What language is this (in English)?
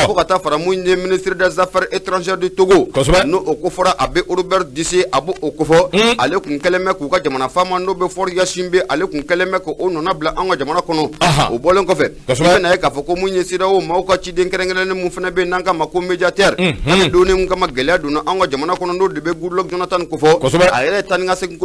Bambara